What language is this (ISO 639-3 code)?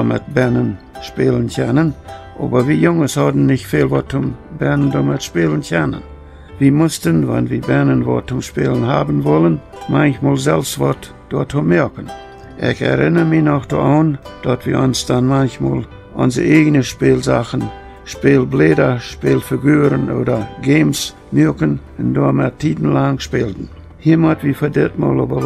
pdt